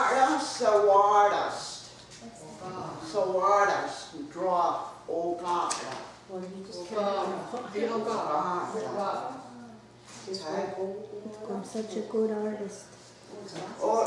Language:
Mohawk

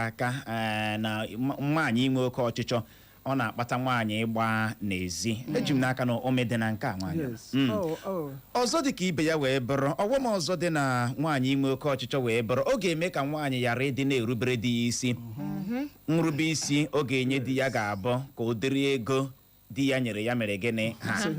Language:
Igbo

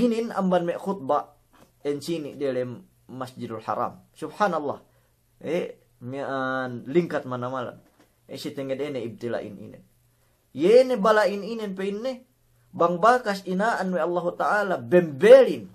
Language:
Yakan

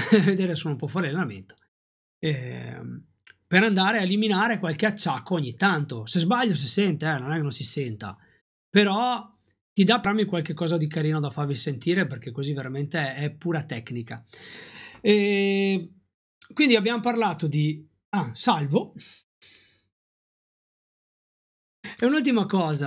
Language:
Italian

